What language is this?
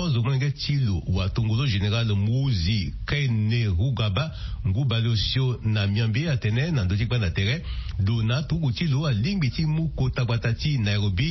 Sango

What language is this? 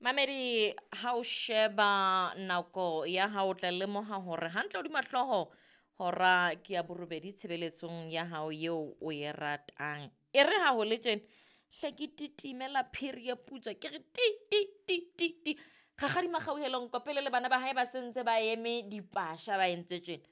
Southern Sotho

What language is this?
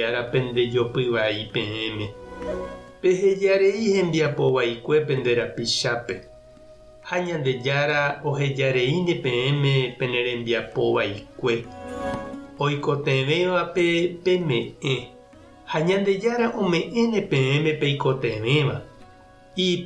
Guarani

